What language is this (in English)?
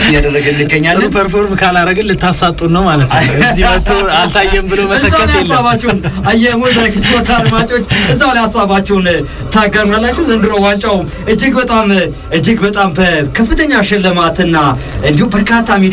Amharic